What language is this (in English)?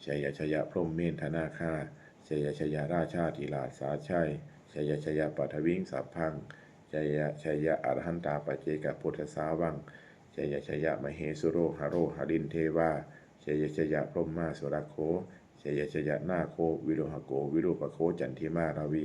Pali